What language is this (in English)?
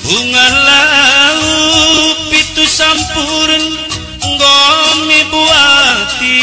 Batak Karo